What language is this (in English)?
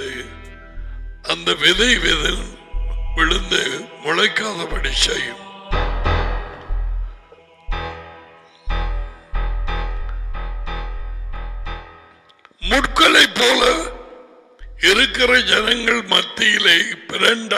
Tamil